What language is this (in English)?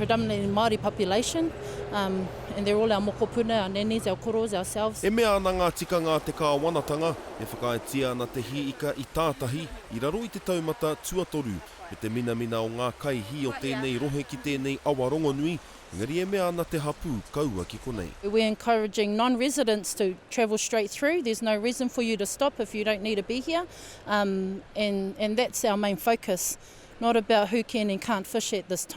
Māori